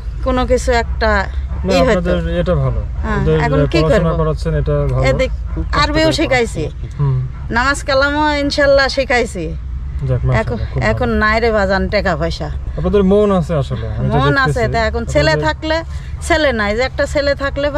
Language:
Bangla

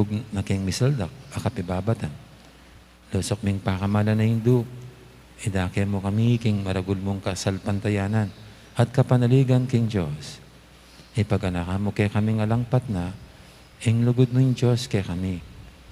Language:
Pampanga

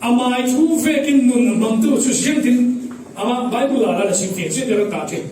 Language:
Falam Chin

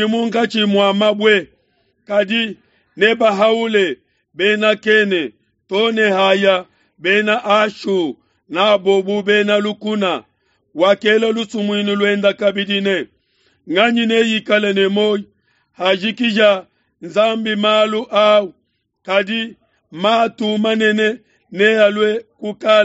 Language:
Luba-Lulua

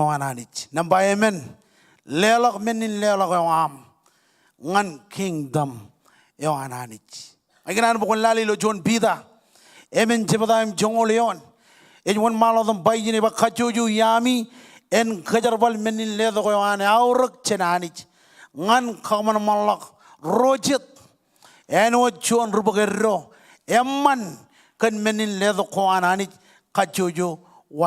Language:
Marshallese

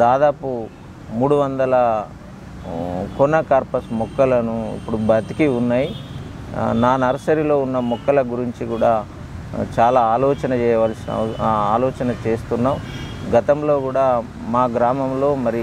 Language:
Telugu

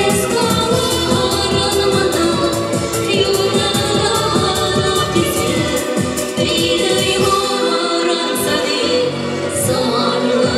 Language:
Chuvash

